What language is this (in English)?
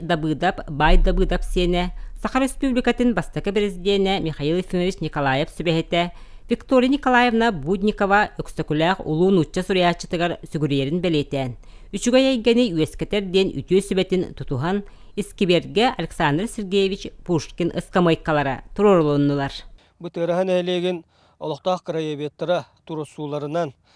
Yakut